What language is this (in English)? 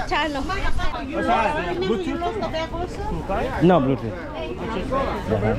Swahili